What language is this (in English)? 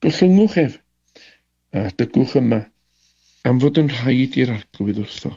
Welsh